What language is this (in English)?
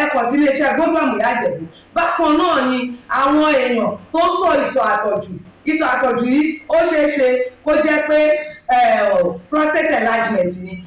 Yoruba